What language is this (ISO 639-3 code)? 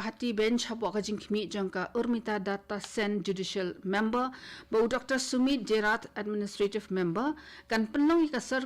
kha